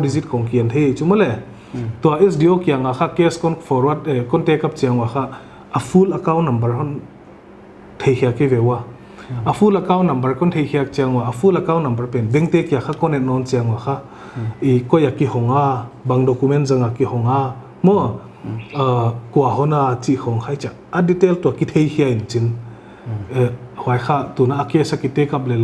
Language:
Paite Chin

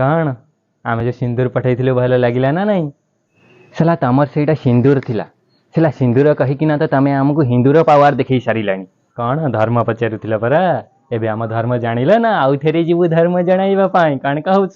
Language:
Odia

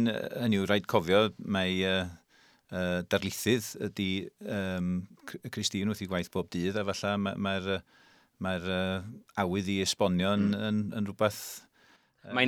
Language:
Welsh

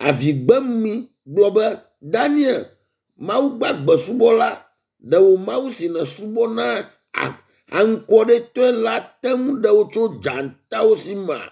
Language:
Ewe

